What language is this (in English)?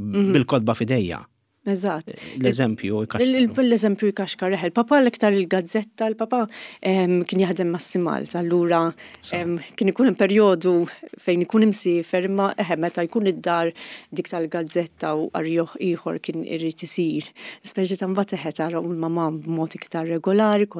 Maltese